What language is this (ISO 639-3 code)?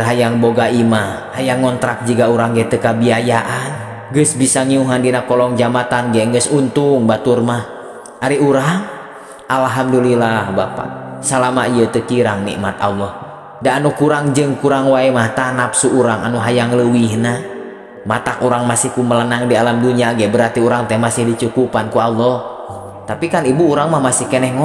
sun